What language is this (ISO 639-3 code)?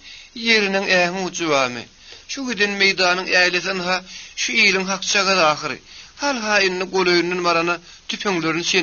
tuk